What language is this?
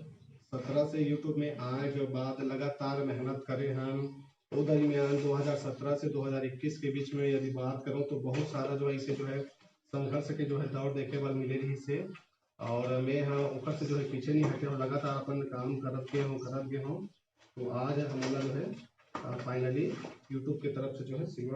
Chhattisgarhi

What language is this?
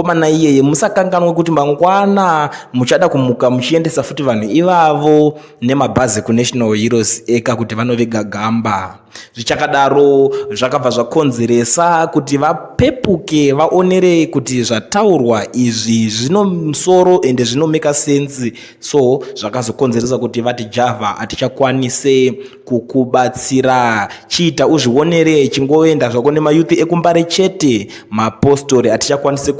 Shona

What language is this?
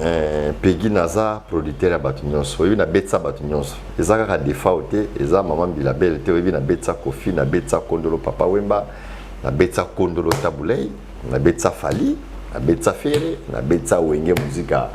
Lingala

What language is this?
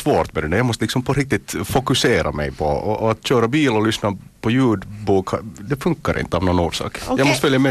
Swedish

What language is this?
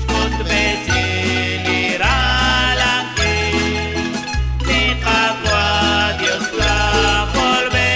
Kekchí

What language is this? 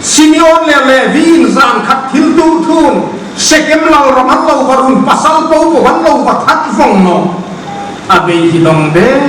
Hmar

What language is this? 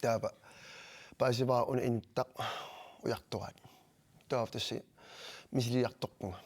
Kalaallisut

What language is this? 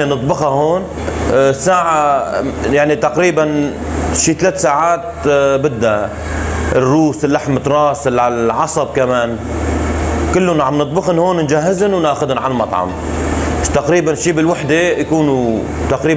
North Levantine Arabic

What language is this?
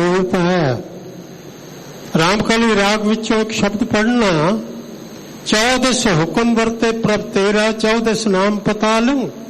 Punjabi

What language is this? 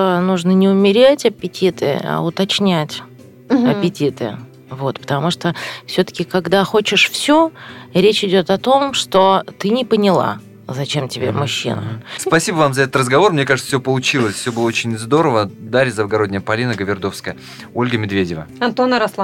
Russian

